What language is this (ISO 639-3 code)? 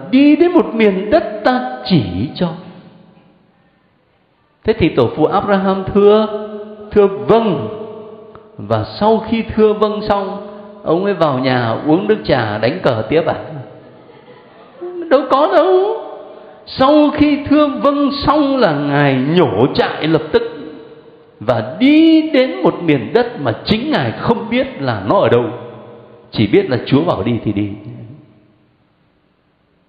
vie